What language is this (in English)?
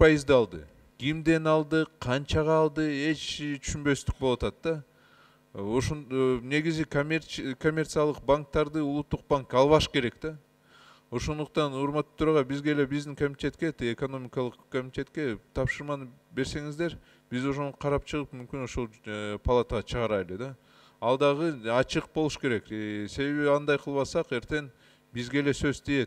Kyrgyz